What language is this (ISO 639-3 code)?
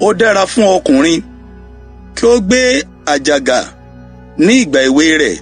yor